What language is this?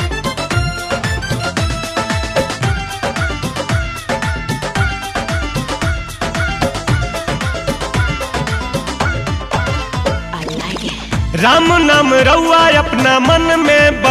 Bhojpuri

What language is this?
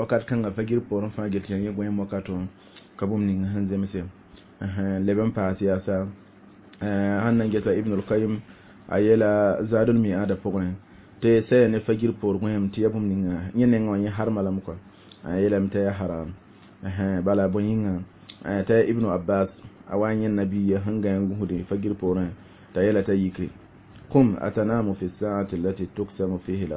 Mossi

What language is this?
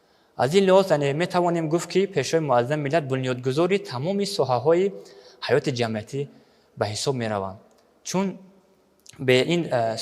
Tajik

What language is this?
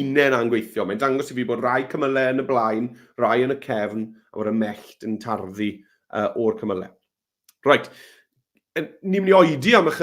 Welsh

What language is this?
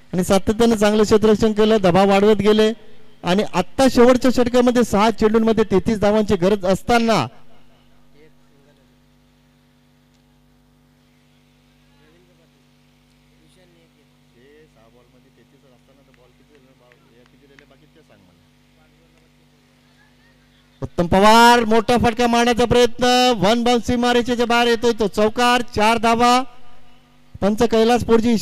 Marathi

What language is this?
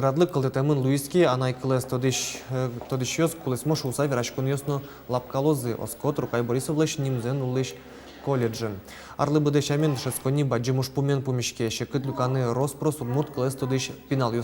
Udmurt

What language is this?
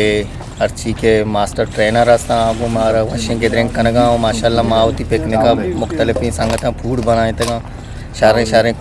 Eastern Balochi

